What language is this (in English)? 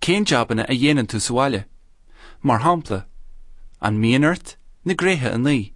Irish